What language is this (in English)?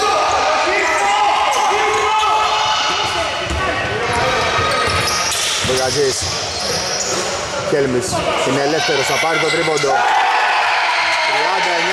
Greek